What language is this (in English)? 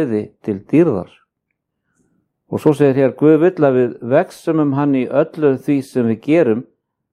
Icelandic